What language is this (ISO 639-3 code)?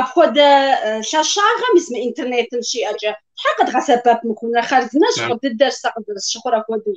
kbd